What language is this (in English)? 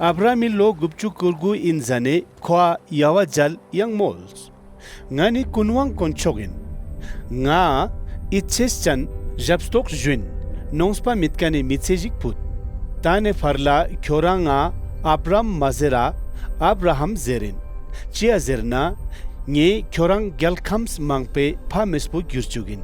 Ladakhi